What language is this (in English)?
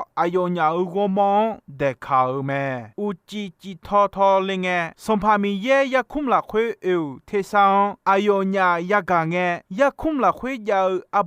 Akha